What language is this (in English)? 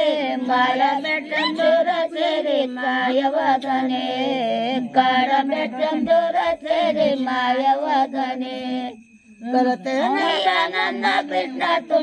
Kannada